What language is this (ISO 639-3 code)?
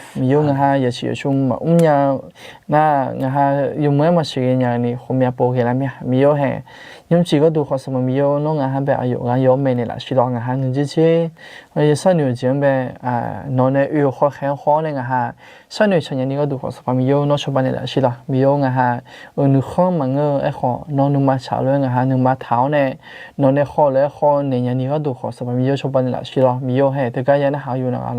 ahk